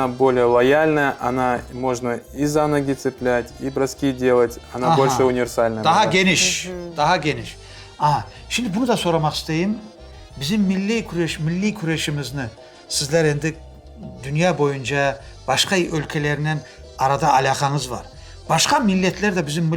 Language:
Crimean Tatar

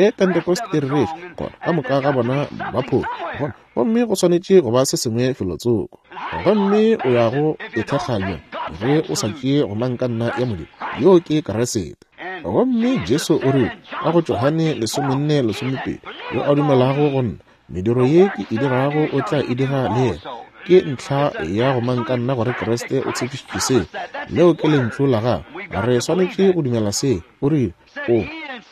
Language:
Northern Sotho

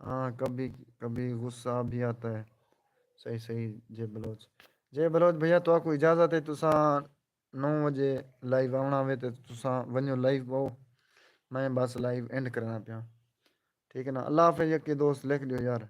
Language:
Saraiki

